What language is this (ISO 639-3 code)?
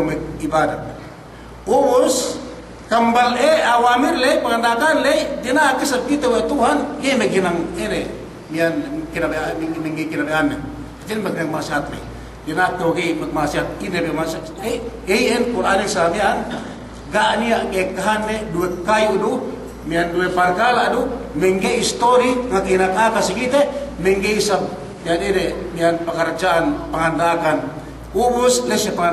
yka